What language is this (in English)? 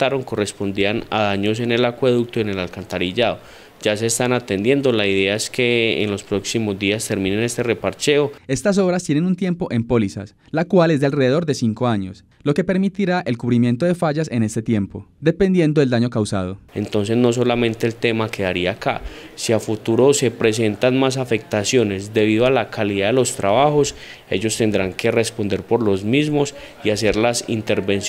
Spanish